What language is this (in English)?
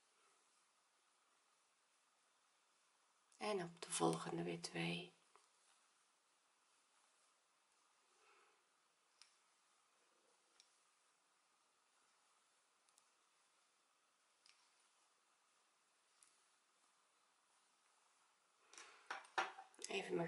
Dutch